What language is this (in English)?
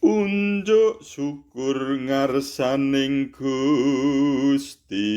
Javanese